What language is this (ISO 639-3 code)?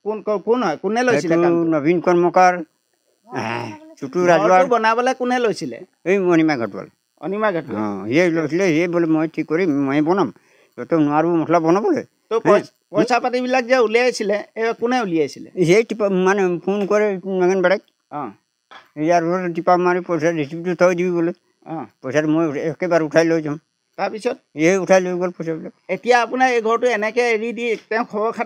asm